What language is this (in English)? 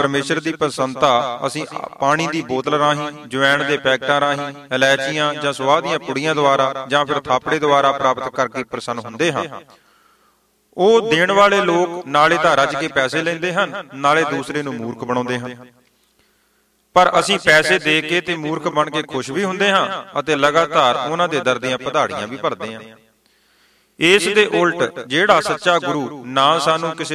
Punjabi